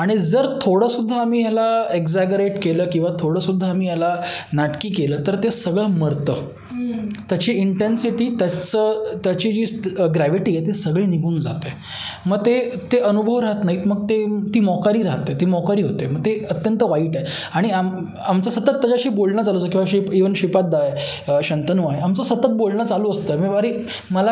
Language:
Marathi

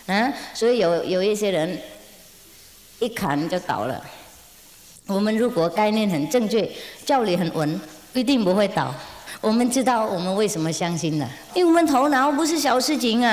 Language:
Chinese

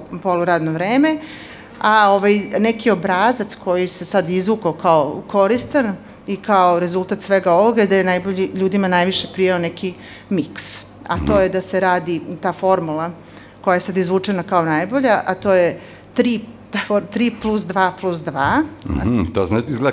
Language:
Serbian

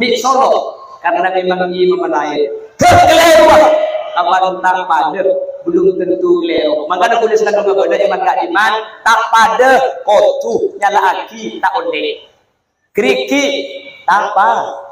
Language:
Madurese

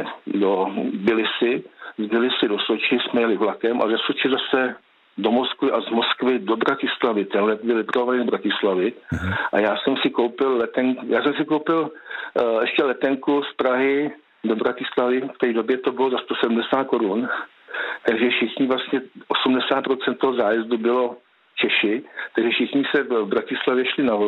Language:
Czech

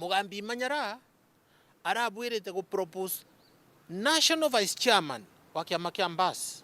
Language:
Meru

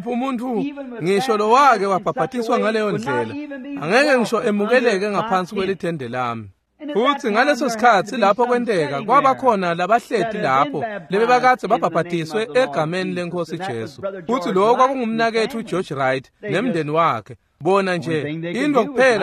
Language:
Swati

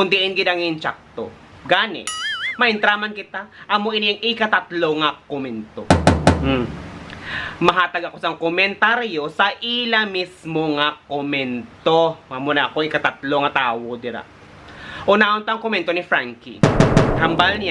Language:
Hiligaynon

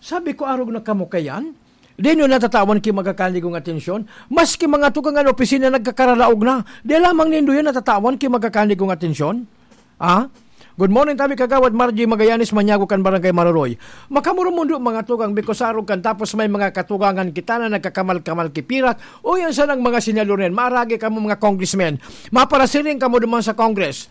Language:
Bikol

